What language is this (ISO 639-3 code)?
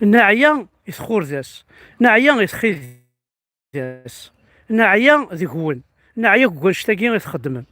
kab